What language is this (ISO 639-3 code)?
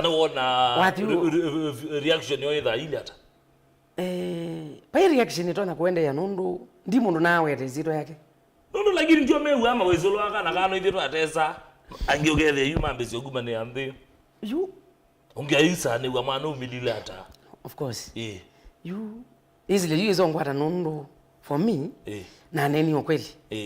kam